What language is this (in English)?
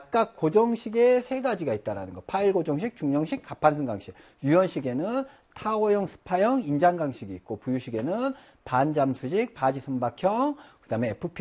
Korean